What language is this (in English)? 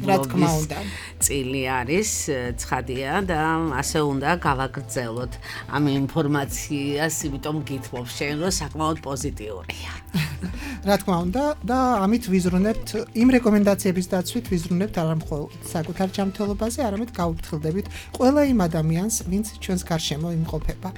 Georgian